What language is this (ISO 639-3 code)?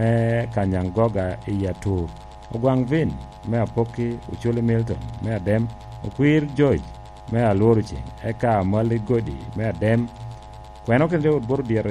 laj